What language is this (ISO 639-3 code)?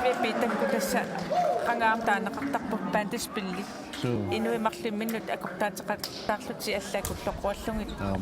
kal